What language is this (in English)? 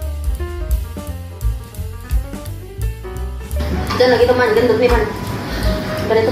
Malay